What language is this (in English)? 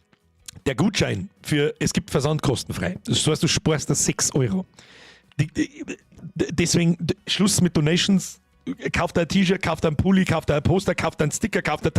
Bavarian